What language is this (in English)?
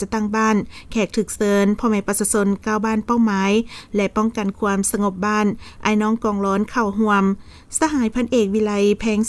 Lao